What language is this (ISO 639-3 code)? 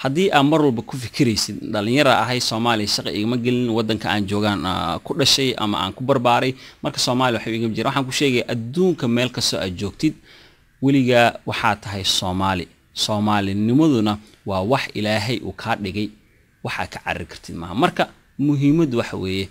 som